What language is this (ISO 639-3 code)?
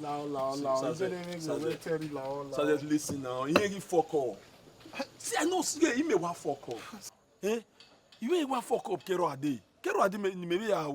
bin